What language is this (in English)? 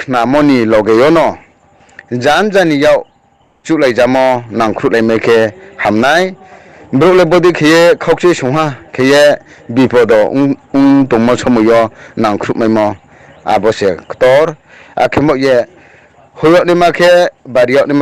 Riang (India)